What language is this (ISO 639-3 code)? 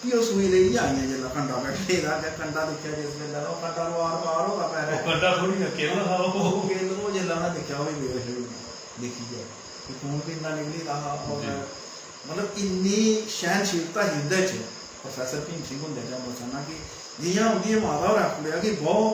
doi